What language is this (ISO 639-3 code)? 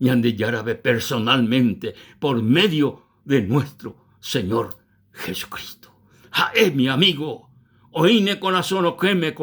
grn